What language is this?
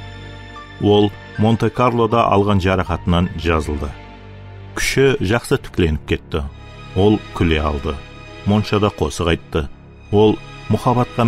Kara-Kalpak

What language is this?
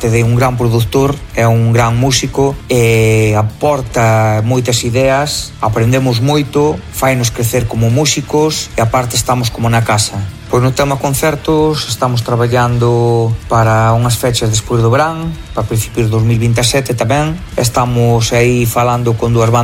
Galician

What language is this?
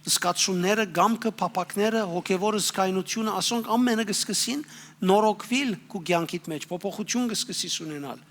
Western Armenian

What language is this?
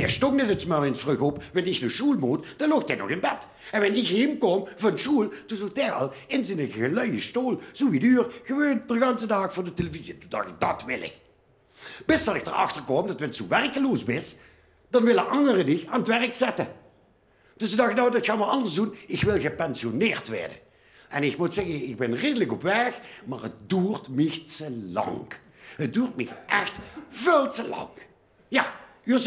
Limburgish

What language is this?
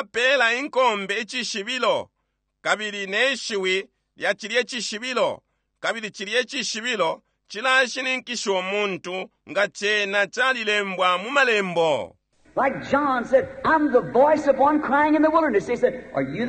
Bemba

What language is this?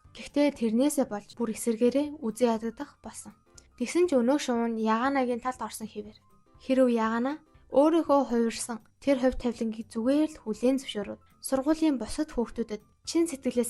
Mongolian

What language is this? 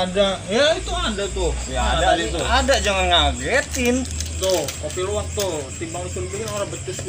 Betawi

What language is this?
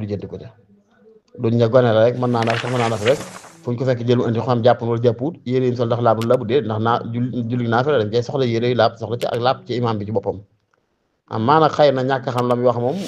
Wolof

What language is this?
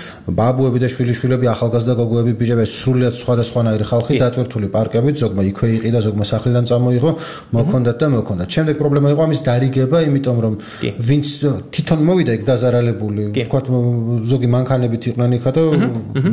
Georgian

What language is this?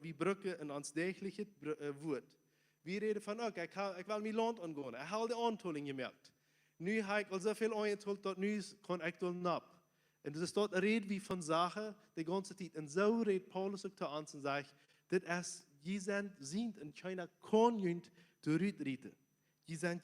Plautdietsch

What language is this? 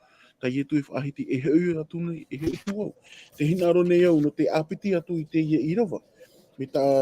Tahitian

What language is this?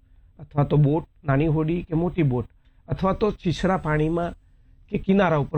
Gujarati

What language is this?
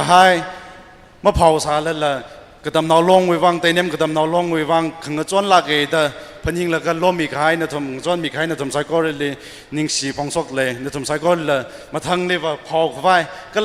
Tangkhul Naga (India)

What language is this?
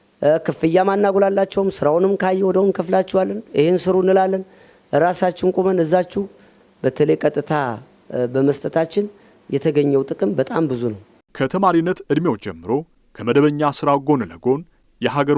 Amharic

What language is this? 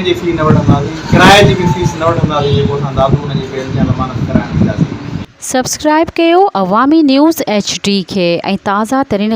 Sindhi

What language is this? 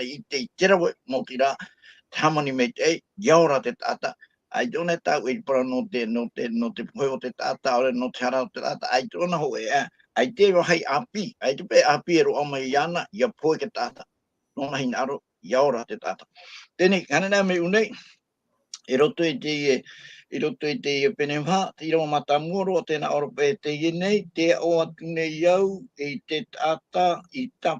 Tahitian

